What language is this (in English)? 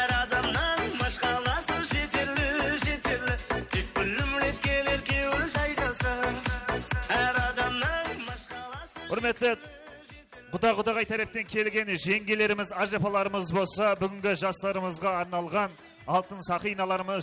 Kara-Kalpak